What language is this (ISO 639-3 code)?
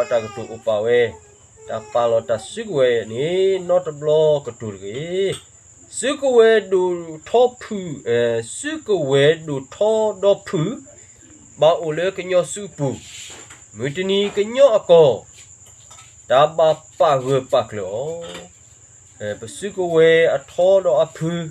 ksw